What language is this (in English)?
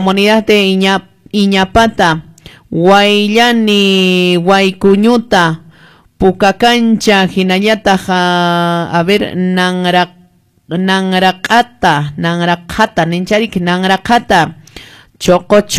Quechua